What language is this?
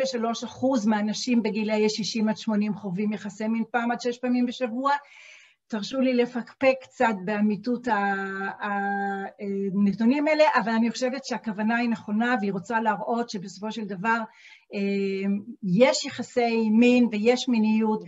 Hebrew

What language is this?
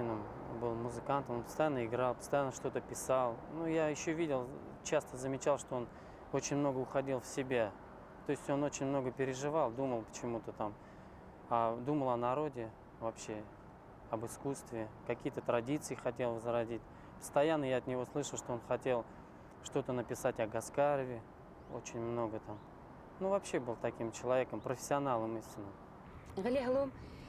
Bashkir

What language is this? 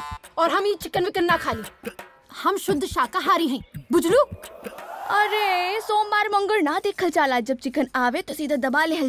Bhojpuri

